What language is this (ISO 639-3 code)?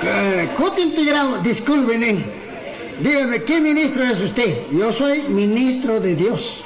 qug